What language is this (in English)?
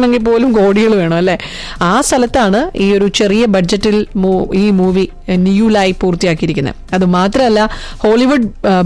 Malayalam